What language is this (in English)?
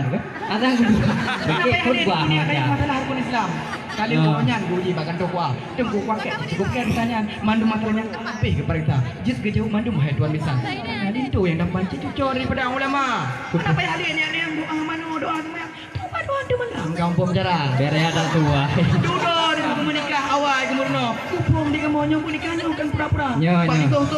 Achinese